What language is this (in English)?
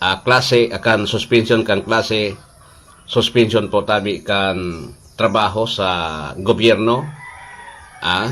Bikol